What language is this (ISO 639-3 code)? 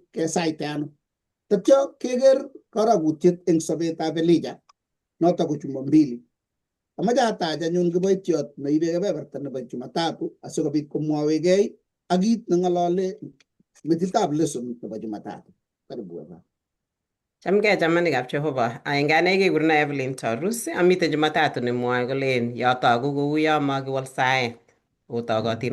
kln